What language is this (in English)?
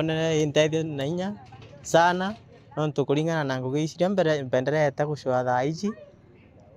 Meru